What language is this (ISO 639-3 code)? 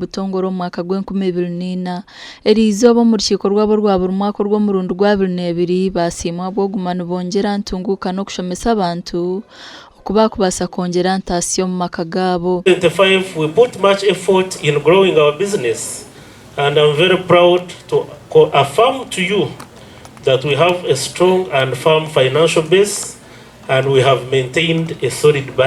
nyn